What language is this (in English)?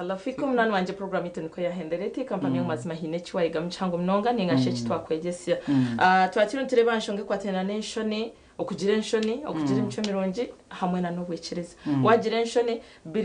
Nyankole